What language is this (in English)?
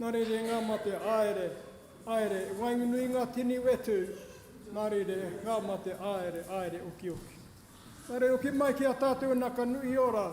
Māori